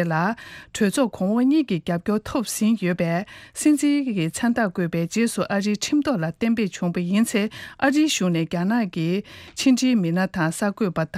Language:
Tibetan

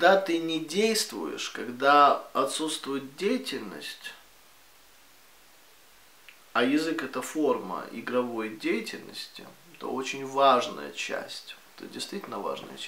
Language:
Russian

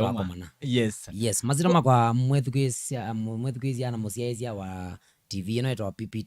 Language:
Kamba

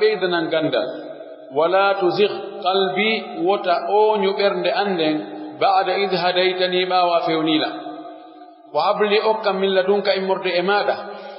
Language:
Pular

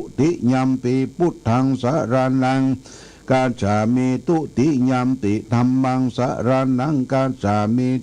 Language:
Pali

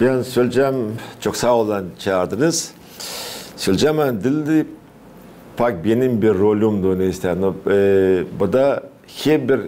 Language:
Gagauz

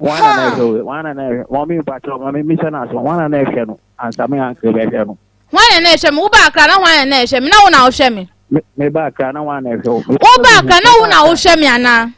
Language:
Akan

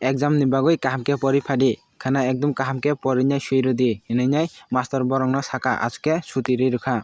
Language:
Kok Borok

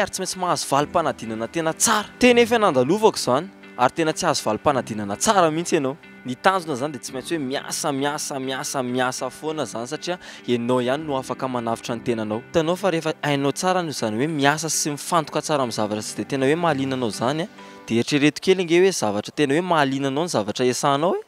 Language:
Malagasy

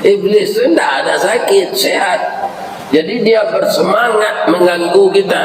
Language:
Minangkabau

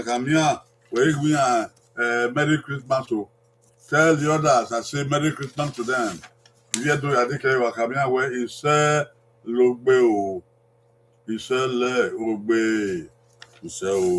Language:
Bini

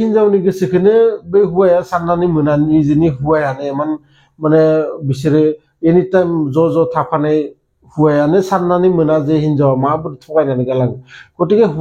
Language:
Bodo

